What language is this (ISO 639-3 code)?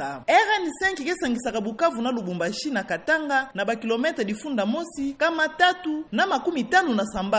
ktu